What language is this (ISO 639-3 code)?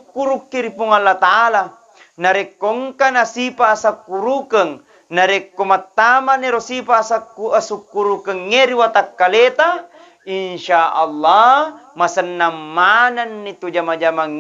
bug